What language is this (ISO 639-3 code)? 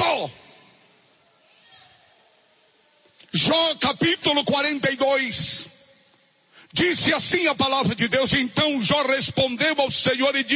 por